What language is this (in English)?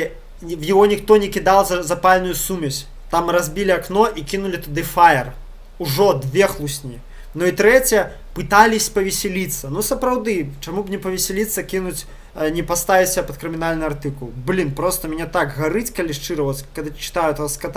Belarusian